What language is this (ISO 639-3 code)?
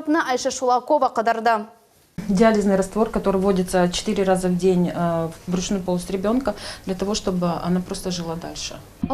crh